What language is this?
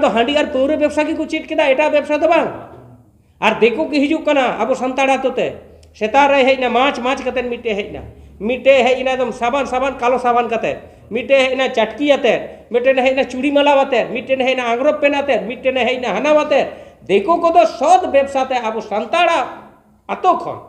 Santali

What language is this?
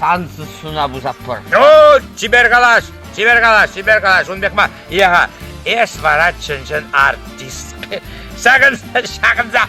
Chuvash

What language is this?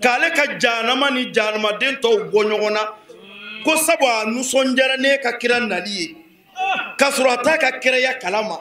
Bambara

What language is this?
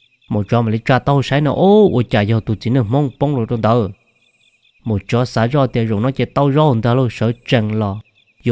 Hmong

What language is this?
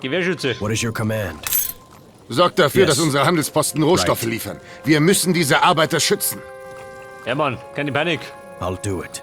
Bavarian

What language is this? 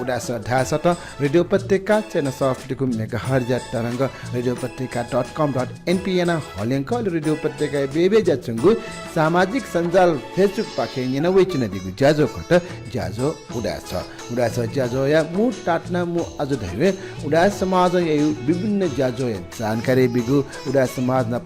Newari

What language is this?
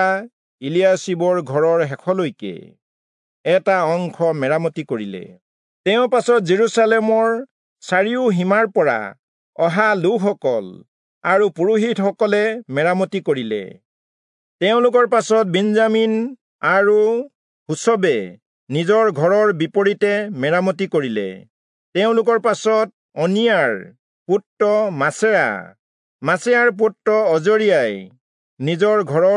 Assamese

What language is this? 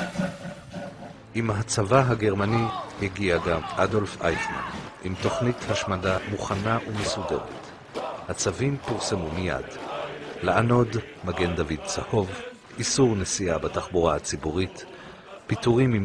Hebrew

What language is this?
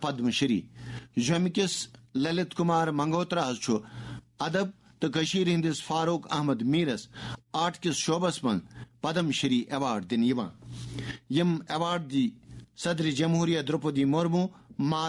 Kashmiri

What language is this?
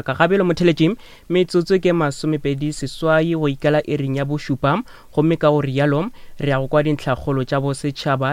Northern Sotho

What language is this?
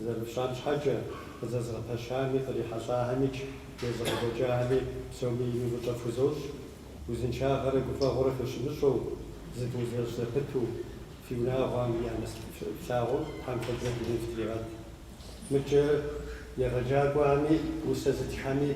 Kabardian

